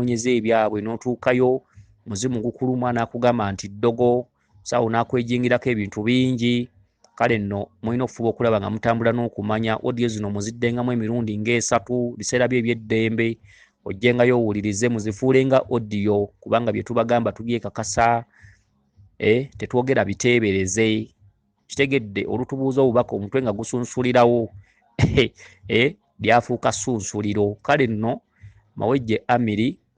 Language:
Ganda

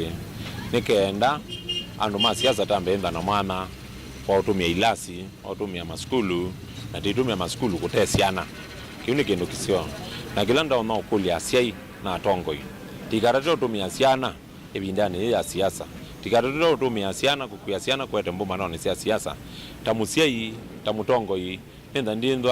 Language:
Kamba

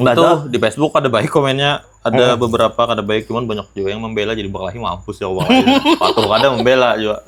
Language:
Banjar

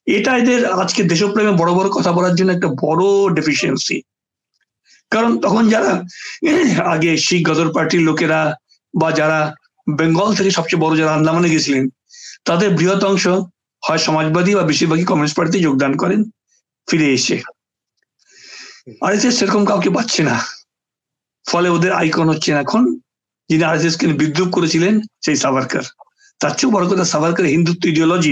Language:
Bangla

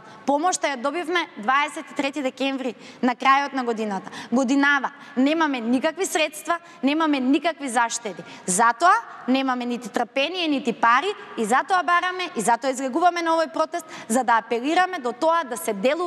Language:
Macedonian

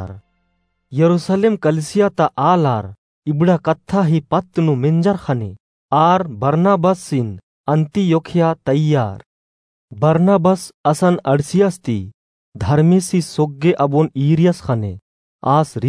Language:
Kurukh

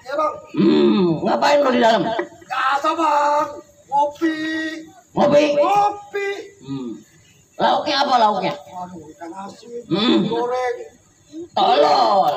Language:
Betawi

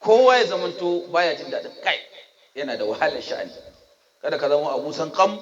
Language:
Hausa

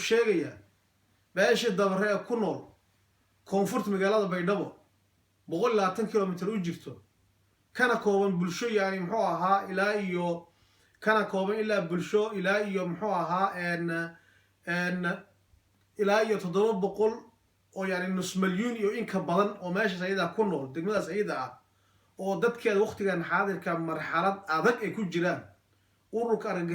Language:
Somali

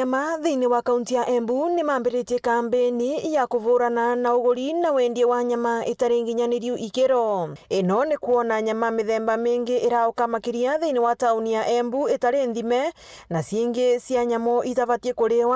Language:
Meru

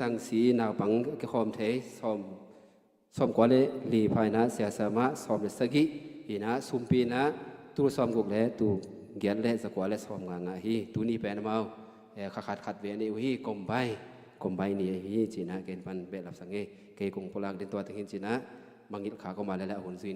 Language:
Tedim Chin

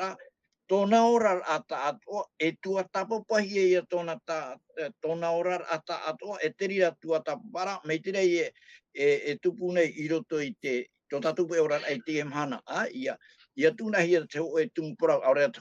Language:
Tahitian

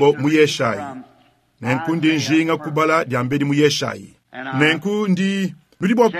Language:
Luba-Lulua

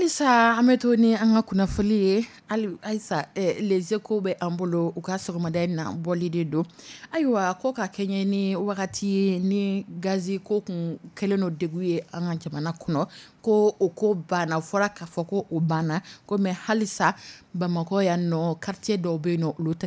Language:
Dyula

